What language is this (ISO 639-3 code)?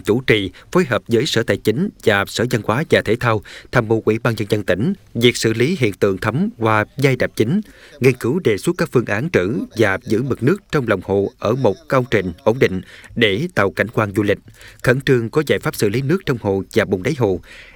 vie